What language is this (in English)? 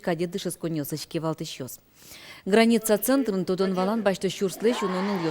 Udmurt